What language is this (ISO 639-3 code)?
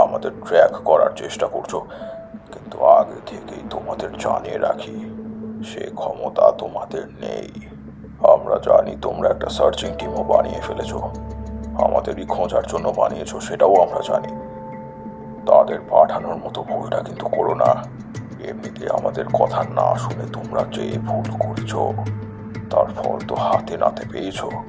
ben